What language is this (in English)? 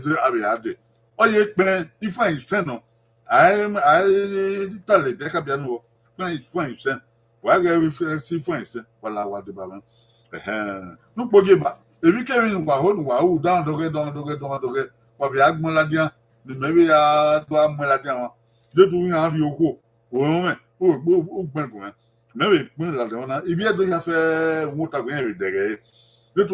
Bini